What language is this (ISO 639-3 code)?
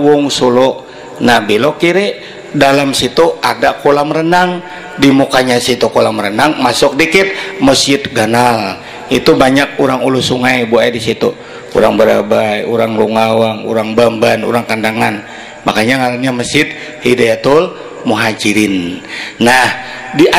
bjn